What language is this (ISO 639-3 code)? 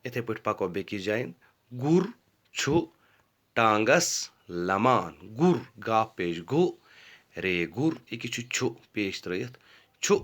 kas